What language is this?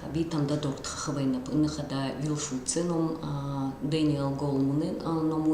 Buriat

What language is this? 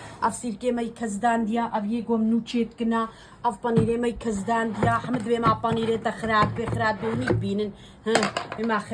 Kurdish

